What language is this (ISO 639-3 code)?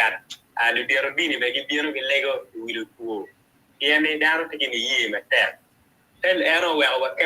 ach